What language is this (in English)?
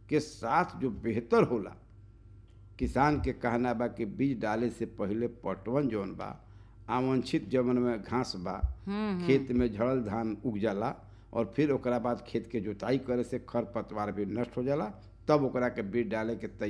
Bhojpuri